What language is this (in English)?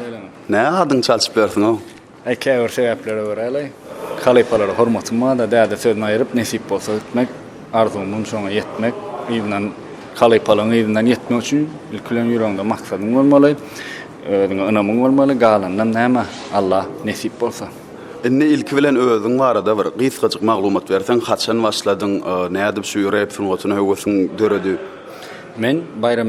Turkmen